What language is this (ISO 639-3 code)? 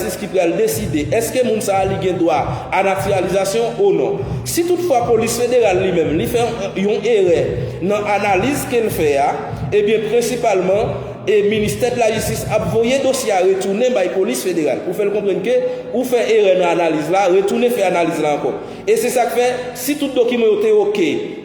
hat